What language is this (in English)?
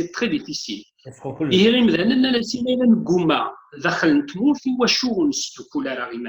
Kabyle